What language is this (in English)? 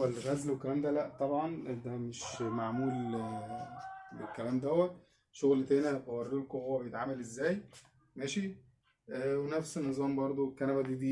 Egyptian Arabic